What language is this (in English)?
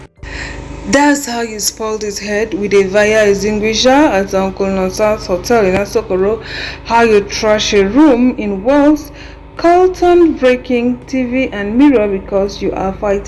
Nigerian Pidgin